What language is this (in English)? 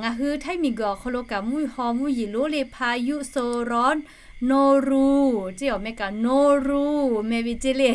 Lahu